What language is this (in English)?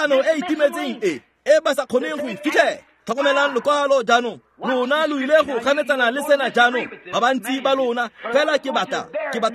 Tswana